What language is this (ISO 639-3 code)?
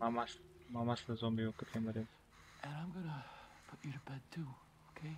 kaa